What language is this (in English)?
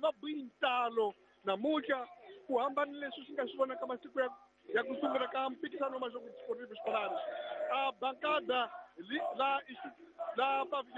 Tsonga